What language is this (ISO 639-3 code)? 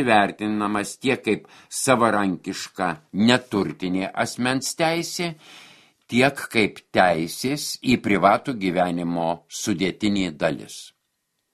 lit